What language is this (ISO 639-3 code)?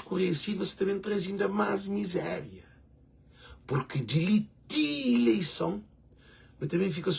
kea